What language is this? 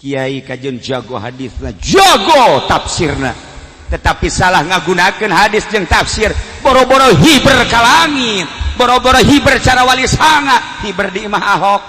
Sundanese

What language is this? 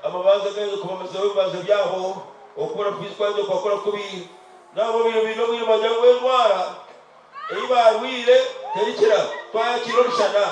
Nyankole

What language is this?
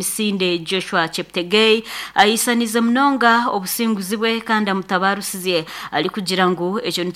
Nyankole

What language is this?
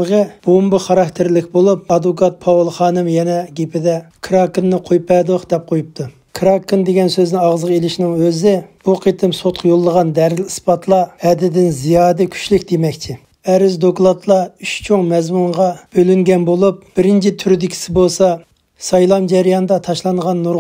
Uyghur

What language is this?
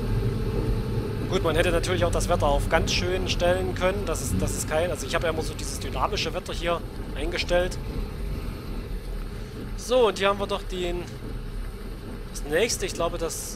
German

